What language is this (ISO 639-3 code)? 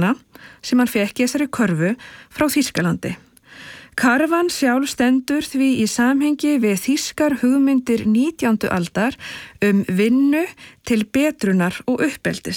isl